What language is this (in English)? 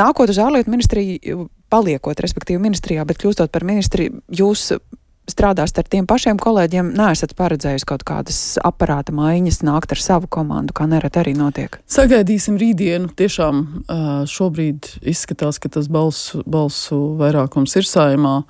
Latvian